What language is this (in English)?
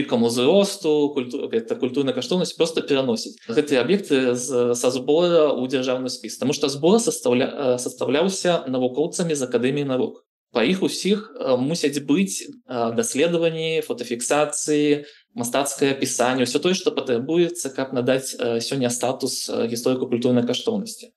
Belarusian